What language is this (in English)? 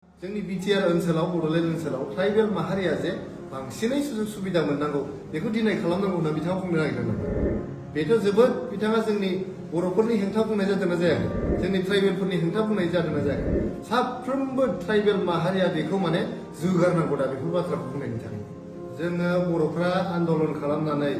Bodo